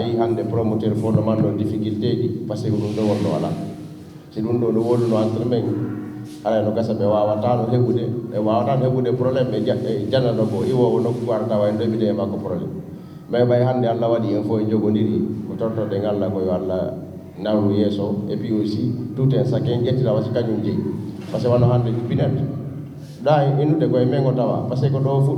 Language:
Fula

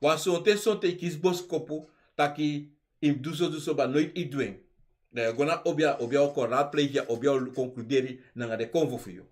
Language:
Sranan Tongo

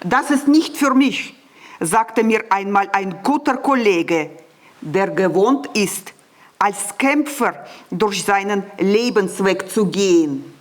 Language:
Swiss German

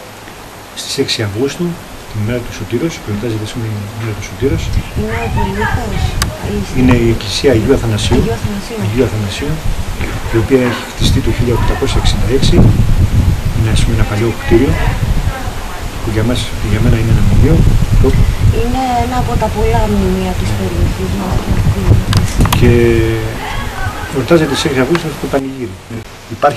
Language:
Greek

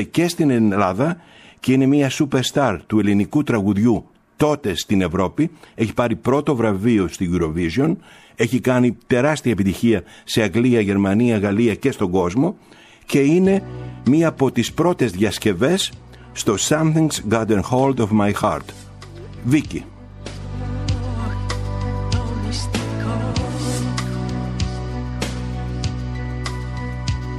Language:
Greek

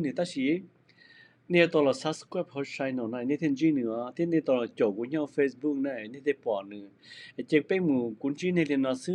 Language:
Hmong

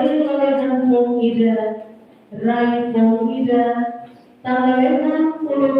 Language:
Tetum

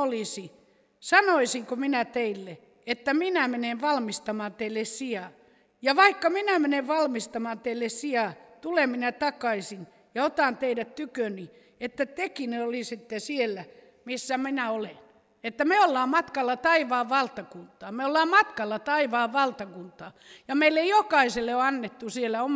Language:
Finnish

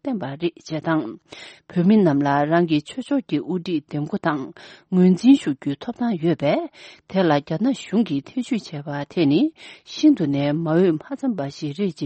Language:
Tibetan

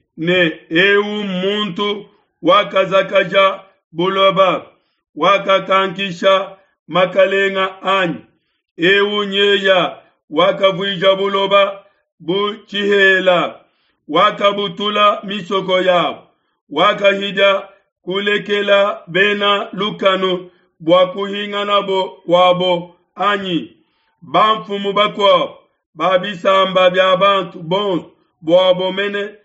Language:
Luba-Lulua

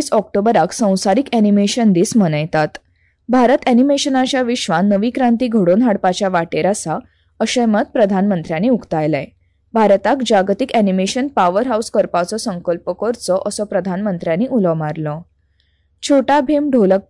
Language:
Konkani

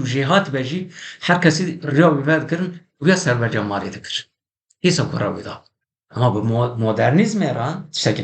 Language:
Kurdish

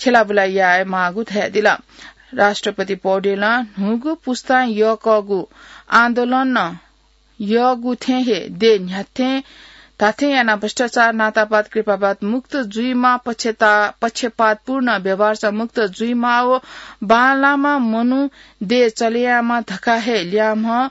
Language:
Newari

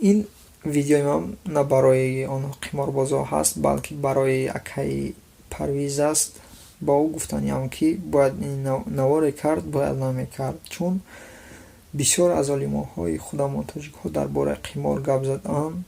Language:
Tajik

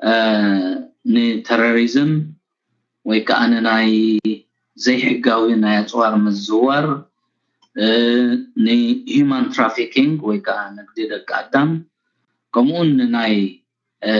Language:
Tigrinya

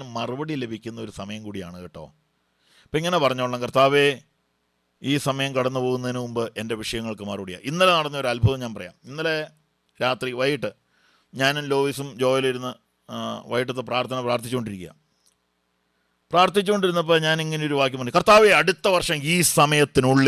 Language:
Malayalam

